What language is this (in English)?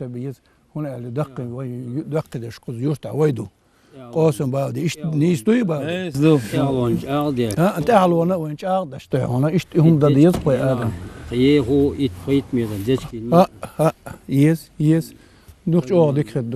Chechen